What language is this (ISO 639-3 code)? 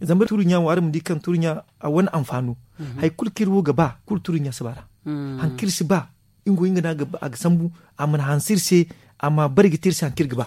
dje